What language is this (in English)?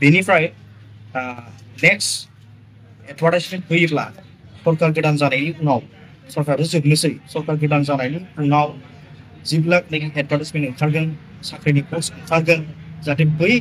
Bodo